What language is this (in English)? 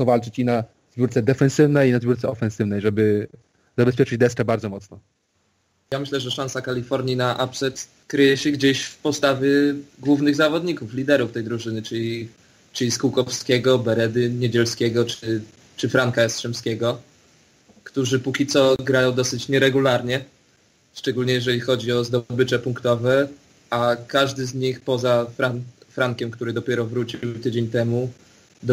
Polish